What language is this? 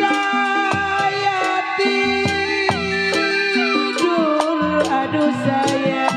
Betawi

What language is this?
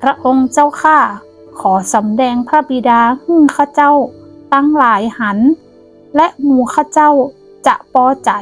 Northern Thai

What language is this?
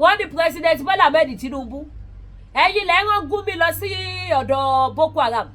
Yoruba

